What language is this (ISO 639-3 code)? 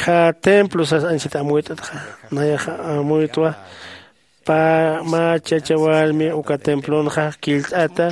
aym